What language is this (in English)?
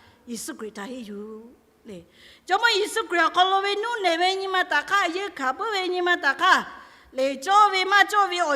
Lahu